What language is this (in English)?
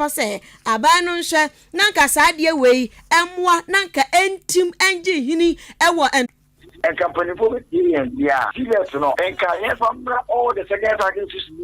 Akan